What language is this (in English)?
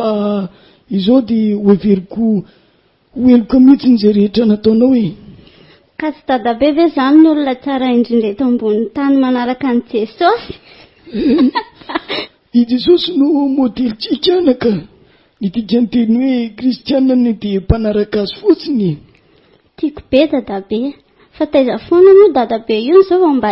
Malagasy